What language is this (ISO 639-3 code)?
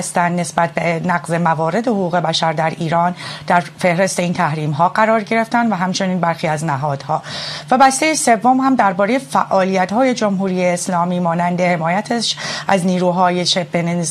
fas